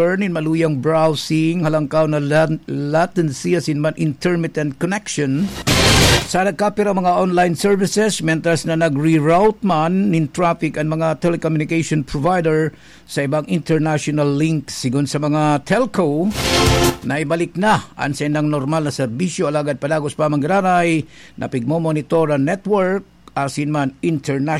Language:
Bikol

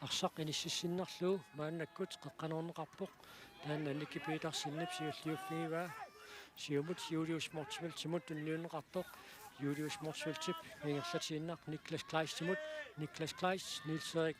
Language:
Kalaallisut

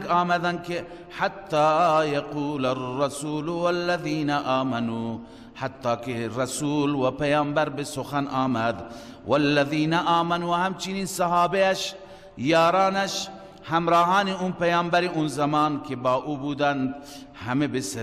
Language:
Persian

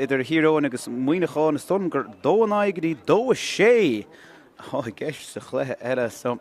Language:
Irish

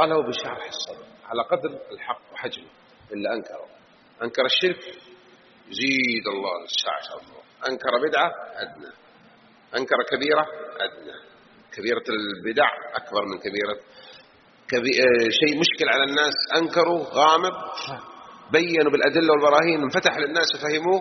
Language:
Arabic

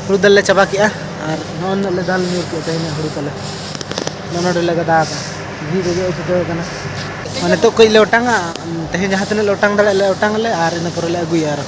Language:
Santali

